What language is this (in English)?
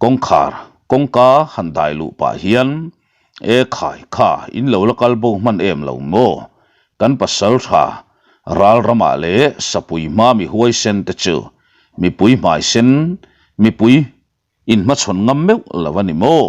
Mizo